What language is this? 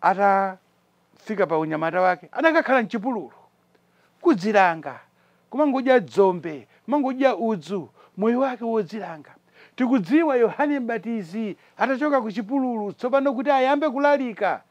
Nyanja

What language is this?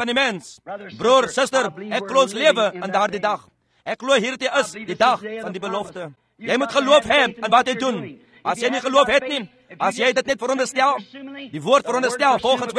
Afrikaans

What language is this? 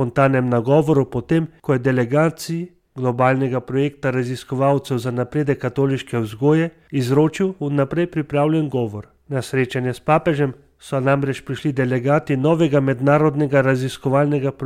Slovenian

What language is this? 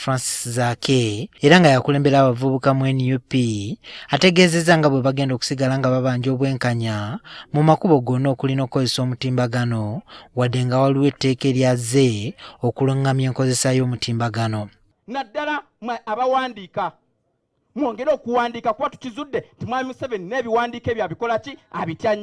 Ganda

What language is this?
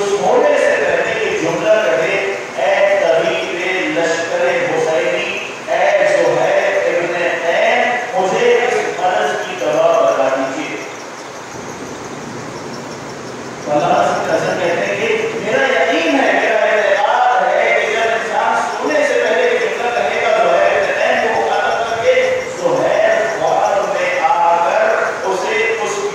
Urdu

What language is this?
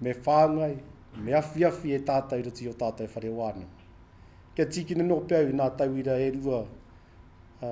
Māori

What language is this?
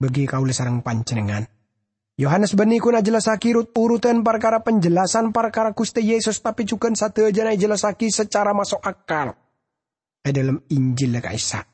Madurese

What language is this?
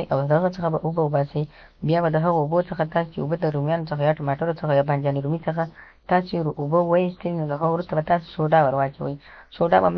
Pashto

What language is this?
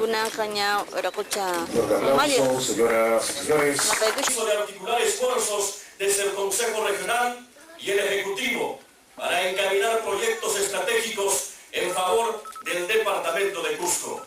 Quechua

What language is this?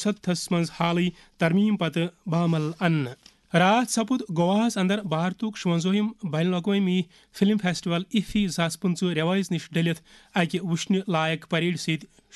Kashmiri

